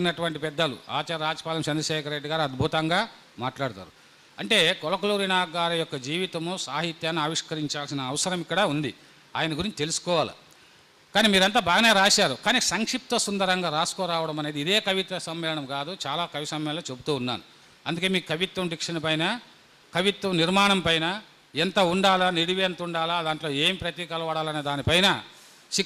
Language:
Telugu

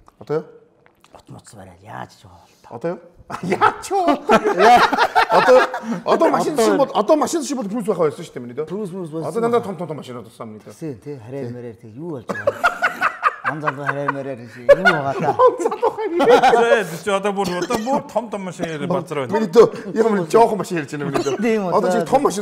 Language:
Mongolian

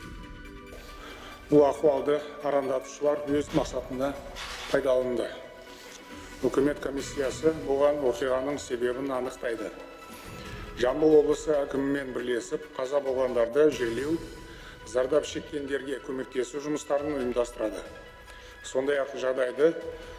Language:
Kazakh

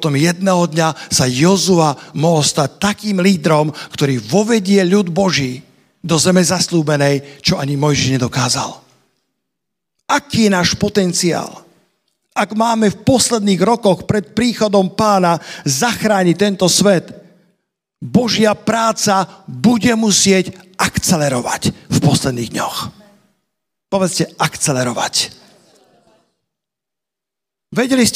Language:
Slovak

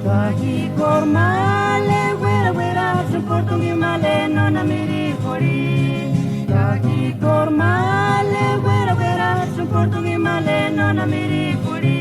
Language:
Purepecha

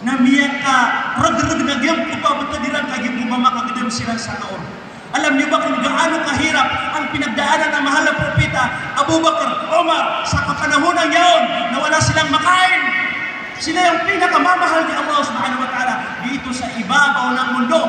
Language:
Maranao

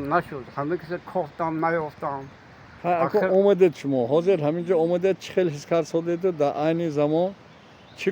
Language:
Tajik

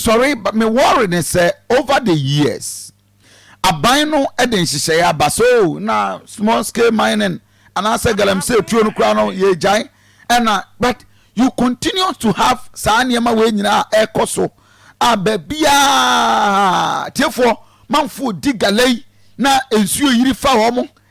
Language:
Akan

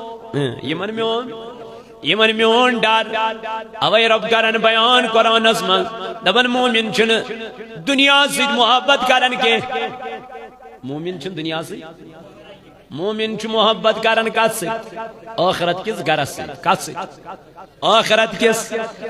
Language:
Kashmiri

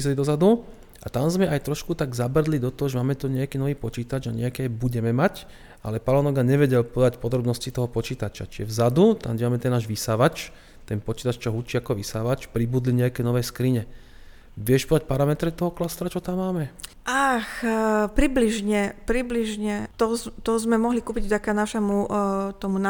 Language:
Slovak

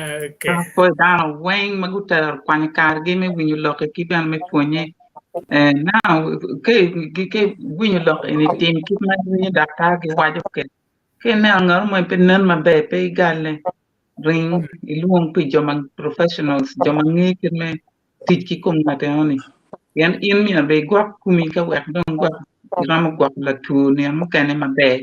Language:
Acoli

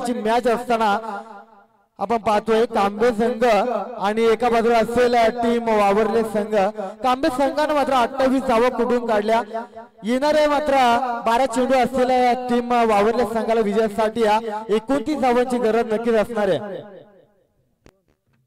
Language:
Marathi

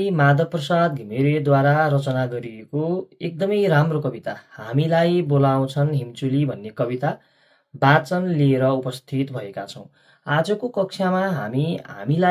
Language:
Nepali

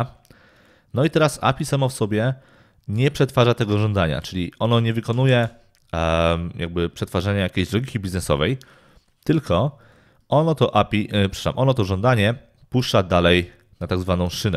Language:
Polish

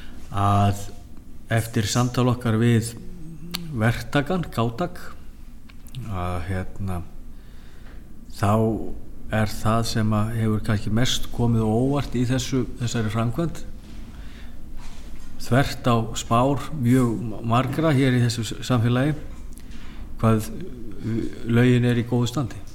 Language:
Icelandic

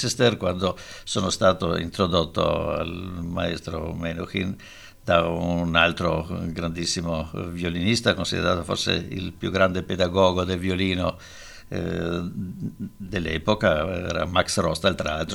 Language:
Italian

